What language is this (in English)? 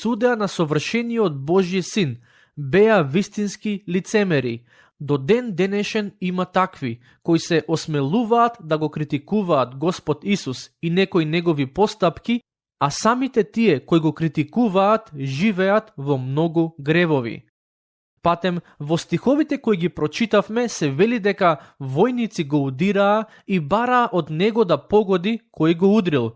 Macedonian